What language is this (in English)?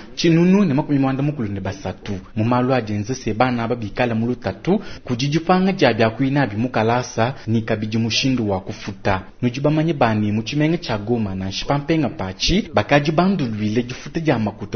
Luba-Lulua